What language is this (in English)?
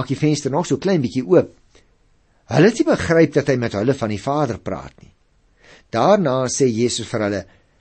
Afrikaans